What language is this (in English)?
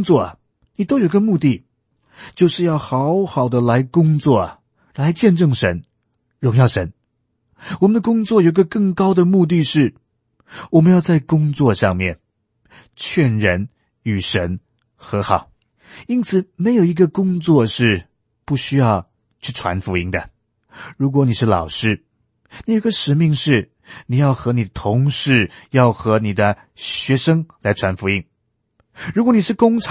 Chinese